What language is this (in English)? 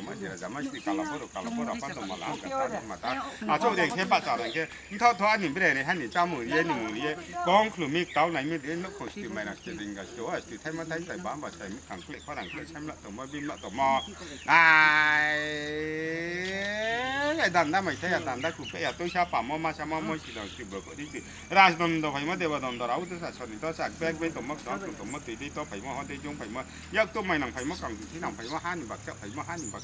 Kok Borok